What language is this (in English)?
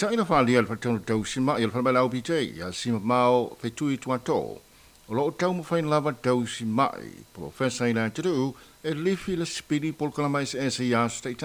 Samoan